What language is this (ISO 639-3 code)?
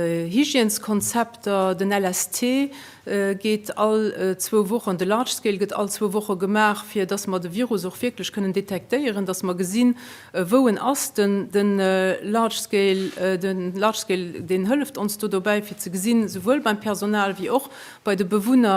ltz